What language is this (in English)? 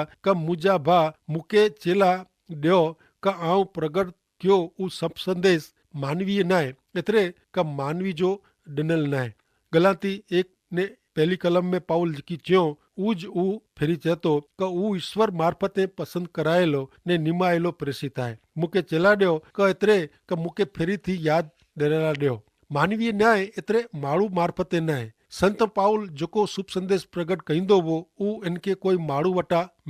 Kachhi